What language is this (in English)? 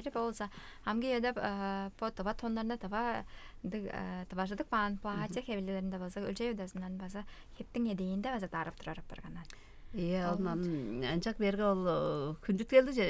Tuvinian